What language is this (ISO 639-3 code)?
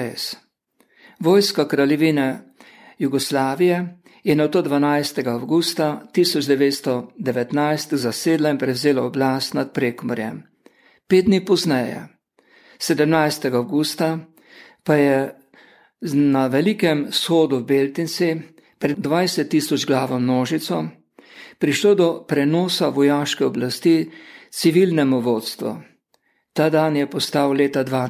slv